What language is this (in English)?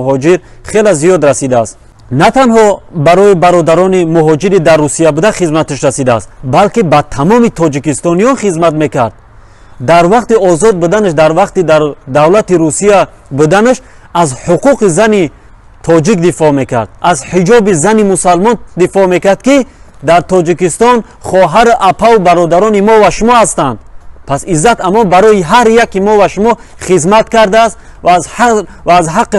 Tajik